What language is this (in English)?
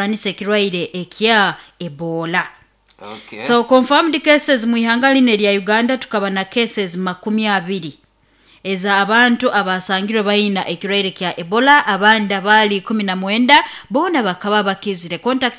Nyoro